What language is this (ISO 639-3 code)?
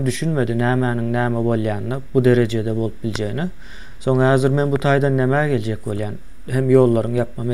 tuk